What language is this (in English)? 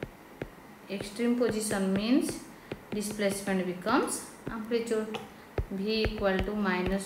English